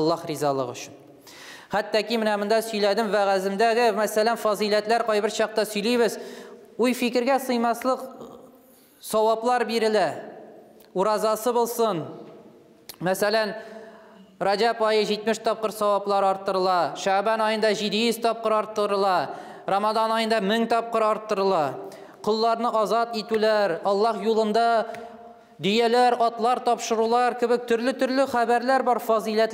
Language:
Tatar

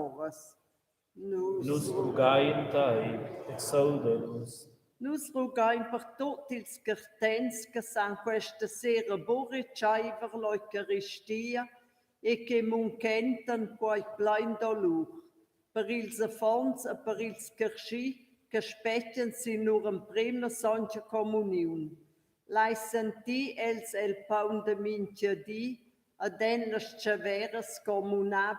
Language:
Romansh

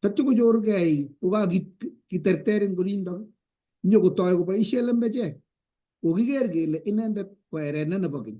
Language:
Kalenjin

